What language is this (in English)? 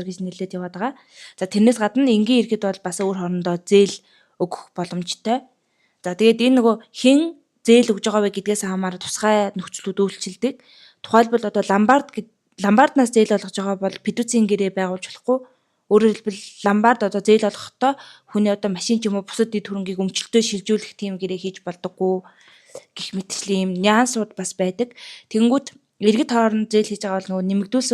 Mongolian